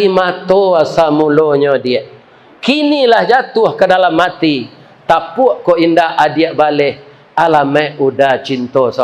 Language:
Minangkabau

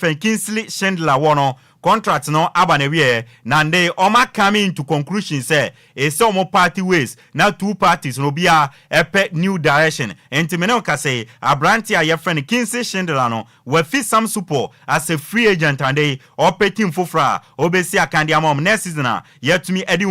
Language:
Akan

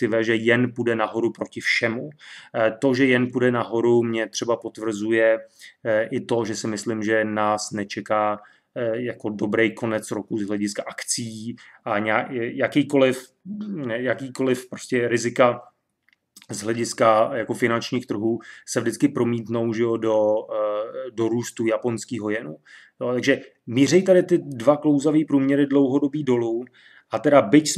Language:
Czech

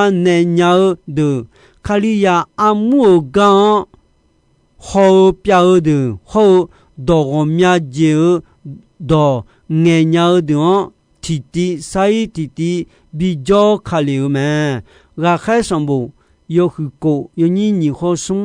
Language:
Akha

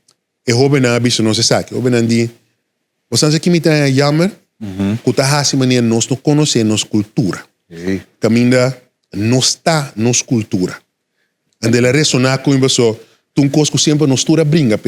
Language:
Papiamento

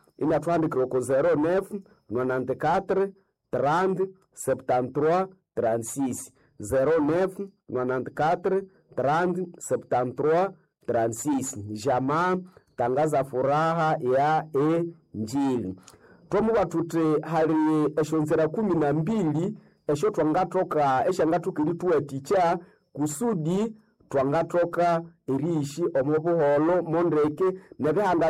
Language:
Nande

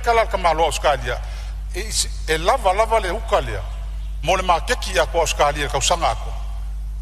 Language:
Samoan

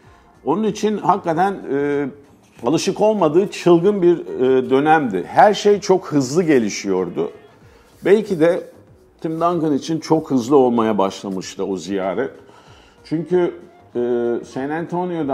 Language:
Turkish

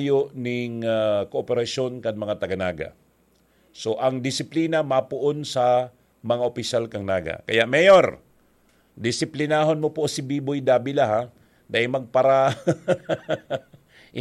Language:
Bikol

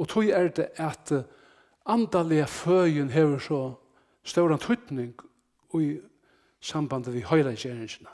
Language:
Faroese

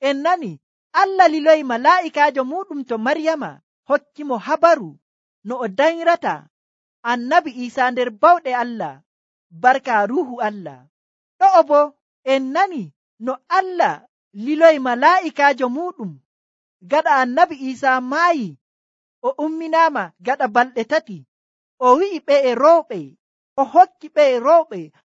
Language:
Nigerian Fulfulde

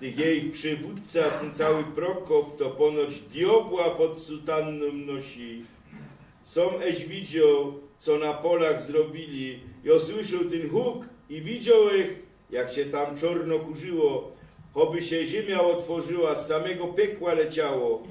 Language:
Silesian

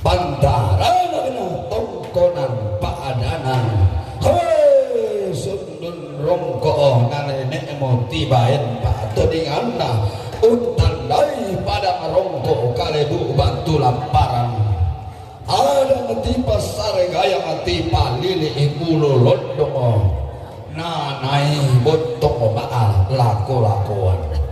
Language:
Toraja-Sa'dan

